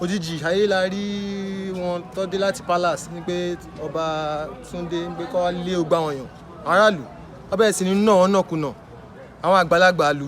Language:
Yoruba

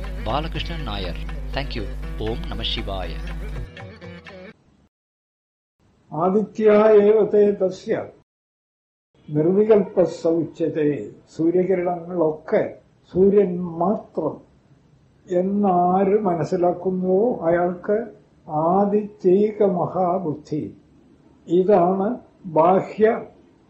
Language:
Malayalam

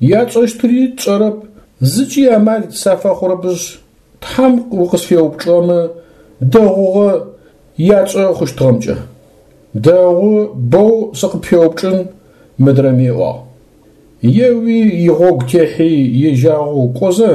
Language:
Adyghe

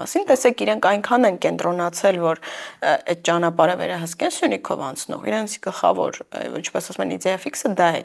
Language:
Armenian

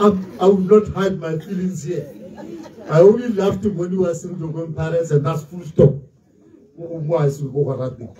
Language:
Tswana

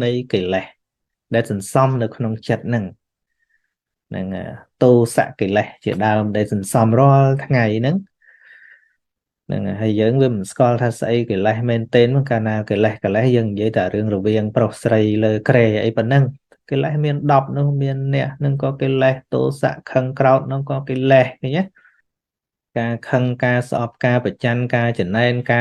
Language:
Khmer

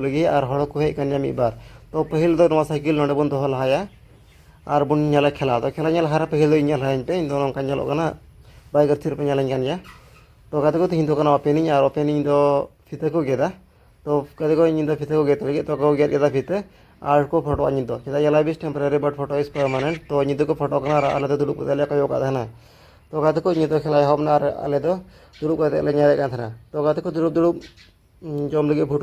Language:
Santali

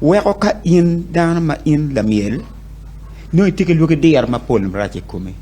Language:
Acoli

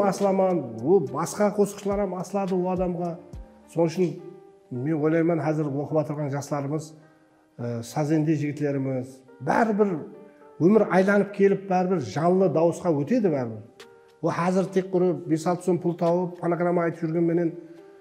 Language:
Kara-Kalpak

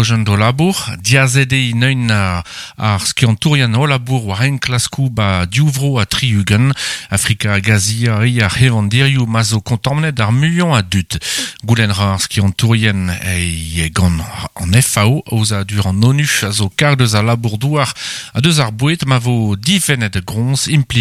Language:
Breton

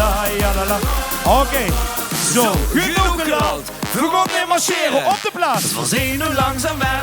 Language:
Limburgish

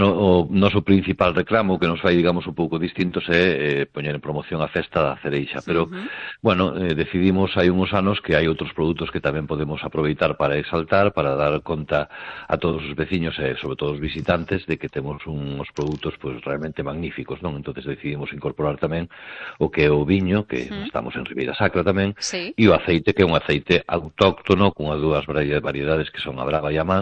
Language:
Galician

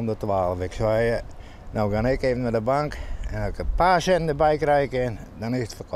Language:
Western Frisian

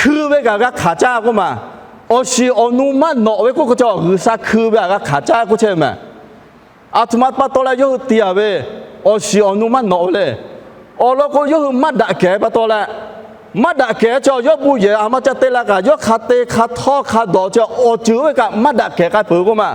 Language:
Lahu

